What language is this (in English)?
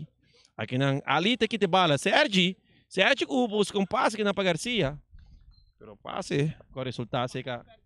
Papiamento